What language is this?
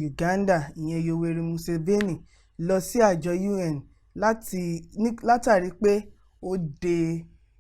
Yoruba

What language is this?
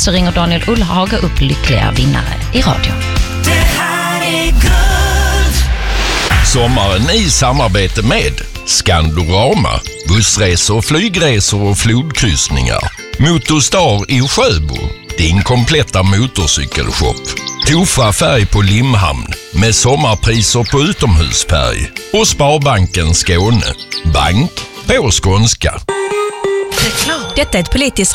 Swedish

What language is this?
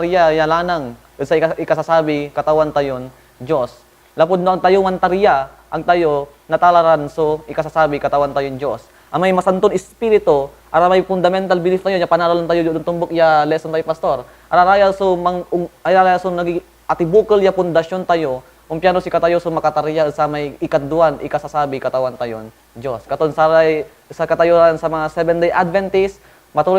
Pangasinan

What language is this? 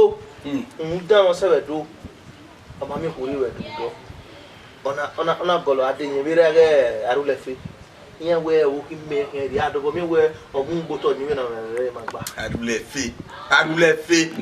Bini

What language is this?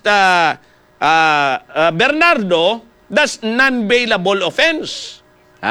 Hiligaynon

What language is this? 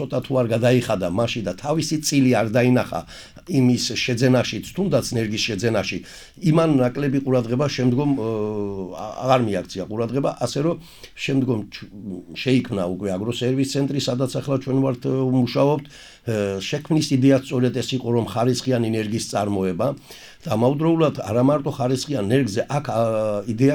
Georgian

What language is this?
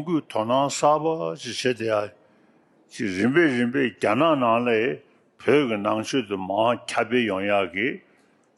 Tibetan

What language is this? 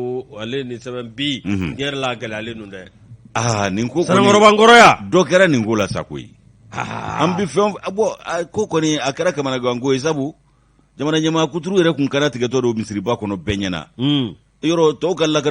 Bambara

